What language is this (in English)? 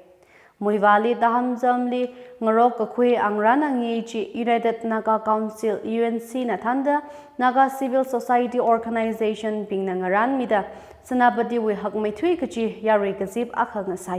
Tangkhul Naga (India)